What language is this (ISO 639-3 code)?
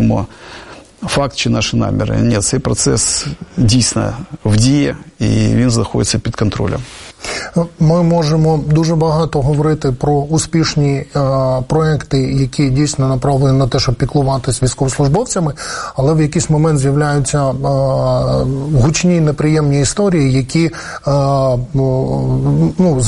ukr